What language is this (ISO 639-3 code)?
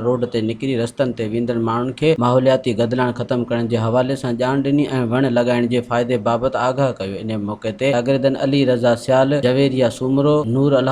snd